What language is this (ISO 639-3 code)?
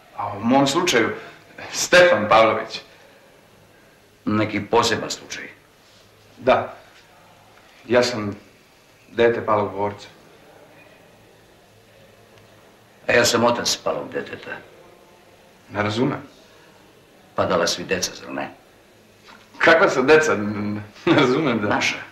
srp